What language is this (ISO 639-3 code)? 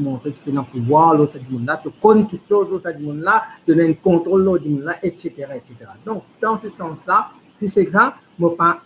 mfe